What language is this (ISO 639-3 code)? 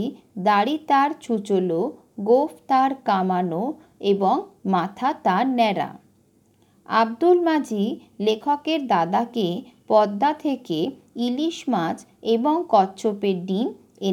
ben